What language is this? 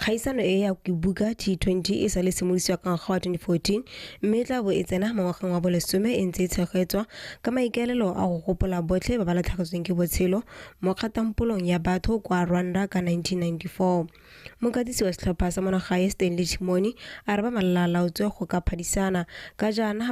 Tswana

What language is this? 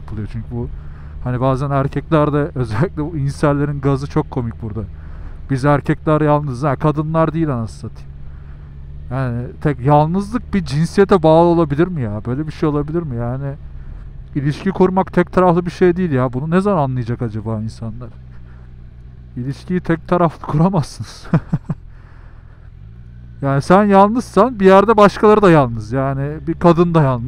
Turkish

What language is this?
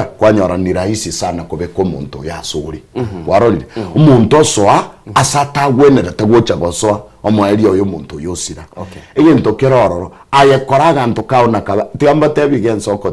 Gusii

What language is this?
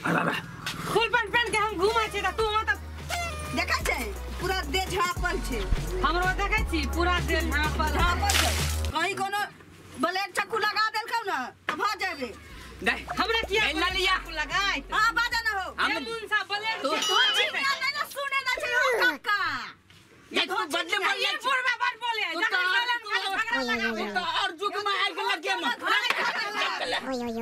Maithili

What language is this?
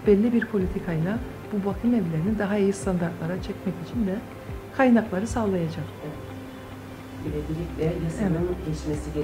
Turkish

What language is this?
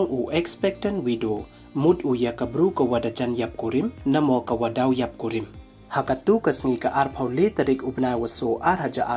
Pnar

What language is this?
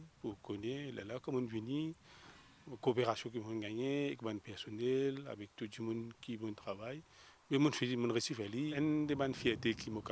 Morisyen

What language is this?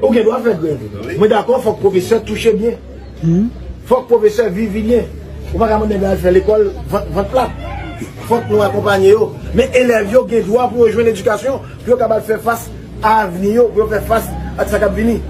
Haitian Creole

